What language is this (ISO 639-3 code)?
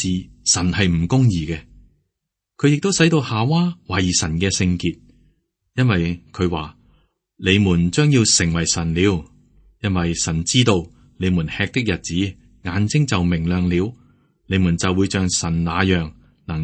yue